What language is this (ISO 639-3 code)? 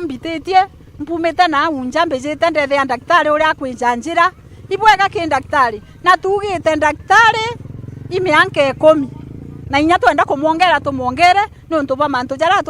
mer